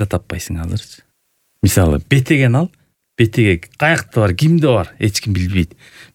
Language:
Kyrgyz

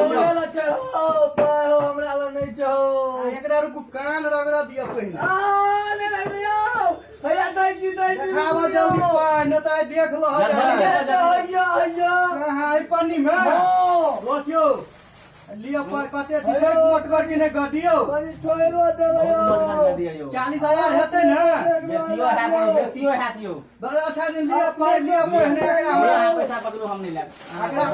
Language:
Maithili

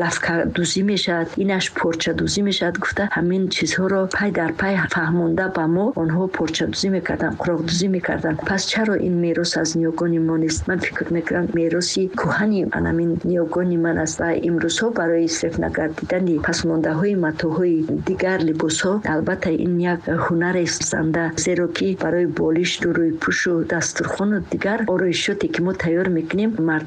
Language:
Tajik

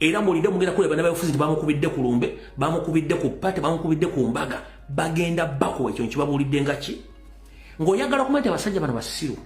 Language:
Ganda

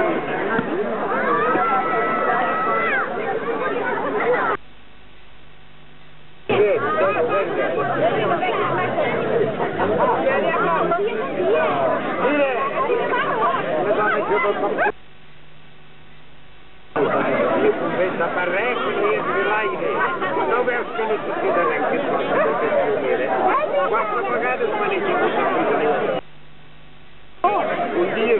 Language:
Catalan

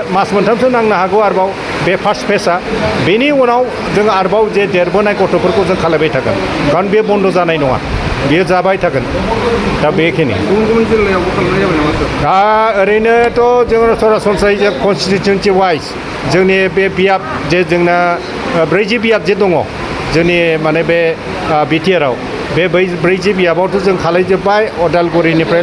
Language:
Bodo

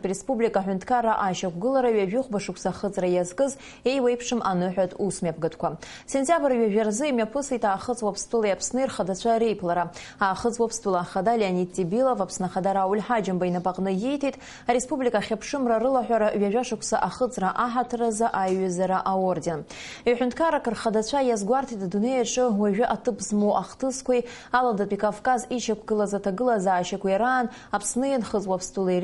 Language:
Abkhazian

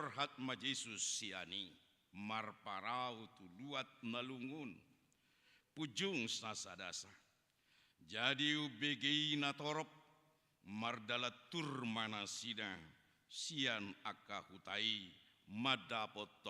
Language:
Batak Toba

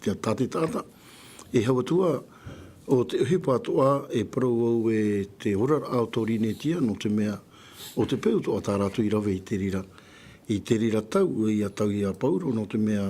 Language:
Tahitian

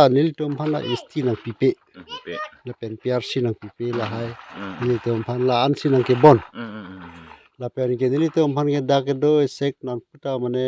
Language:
Karbi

